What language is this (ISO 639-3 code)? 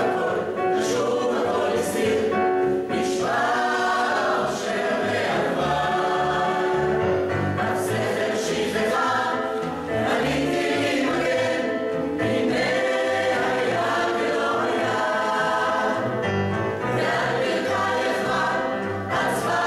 heb